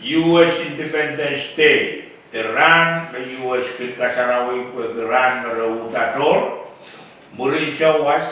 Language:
Pohnpeian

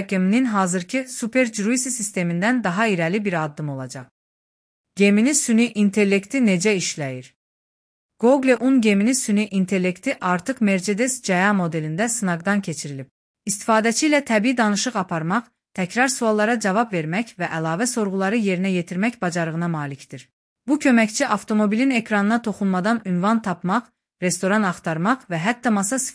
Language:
Azerbaijani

